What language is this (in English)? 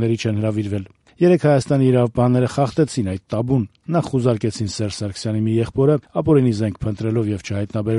Armenian